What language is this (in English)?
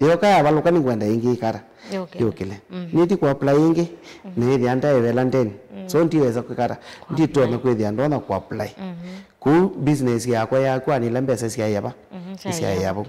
Kamba